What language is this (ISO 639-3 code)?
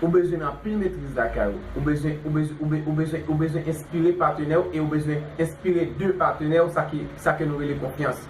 hat